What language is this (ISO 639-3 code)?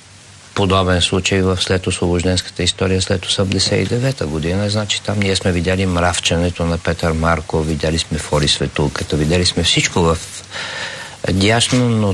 bul